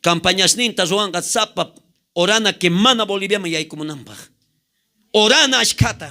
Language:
South Bolivian Quechua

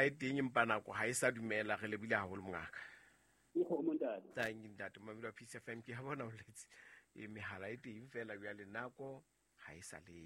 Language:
Southern Sotho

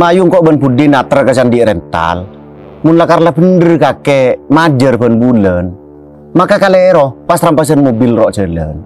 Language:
Madurese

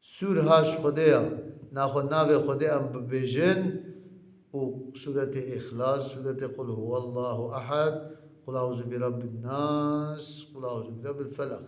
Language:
Kurdish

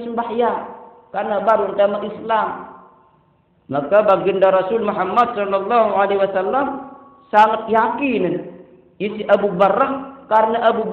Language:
Sasak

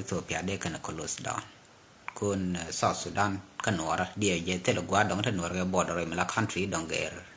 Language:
Nuer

